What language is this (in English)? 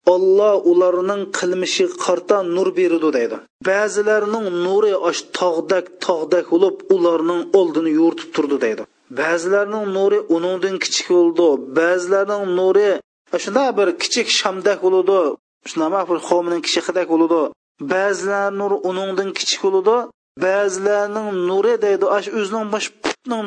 Uyghur